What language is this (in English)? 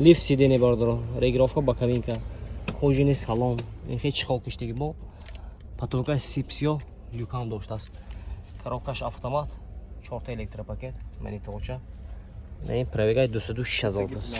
Tajik